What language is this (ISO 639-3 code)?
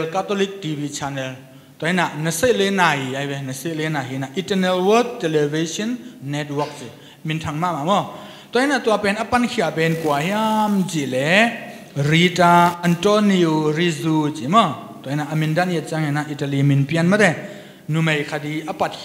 ctd